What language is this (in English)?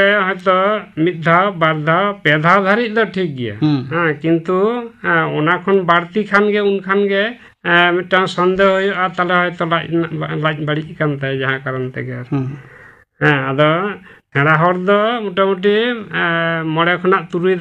Santali